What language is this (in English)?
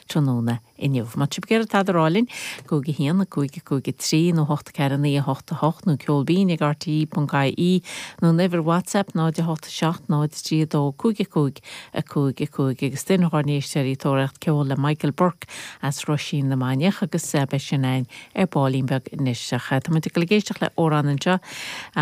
Irish